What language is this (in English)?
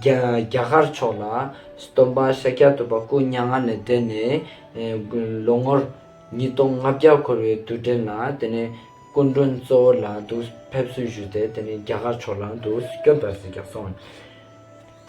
Ladakhi